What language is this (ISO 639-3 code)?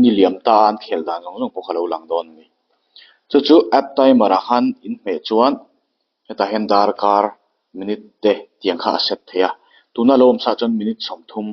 lus